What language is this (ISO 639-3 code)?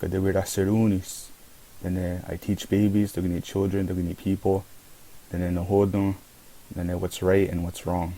moh